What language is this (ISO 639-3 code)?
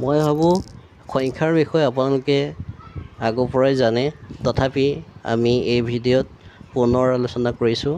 asm